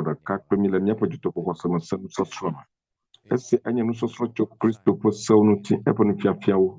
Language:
Ewe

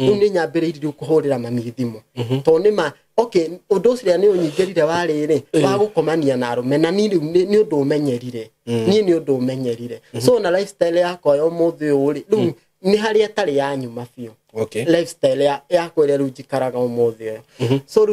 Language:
Kikuyu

